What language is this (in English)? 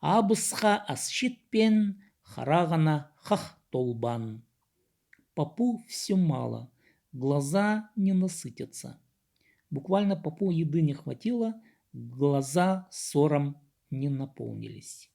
Khakas